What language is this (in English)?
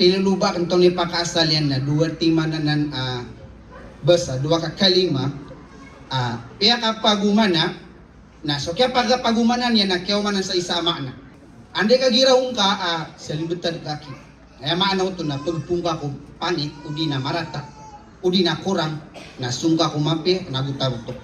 Maranao